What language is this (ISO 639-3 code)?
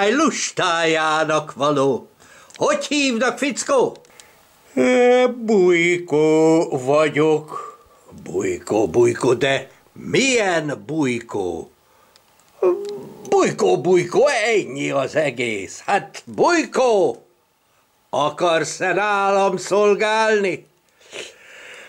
hun